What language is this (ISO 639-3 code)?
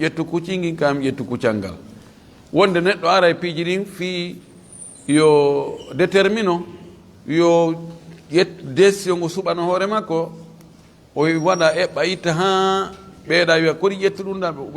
ful